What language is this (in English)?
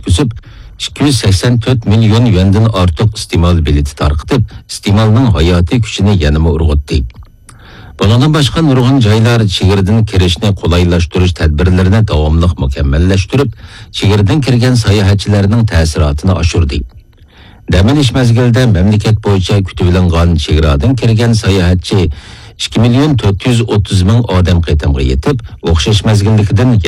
Uyghur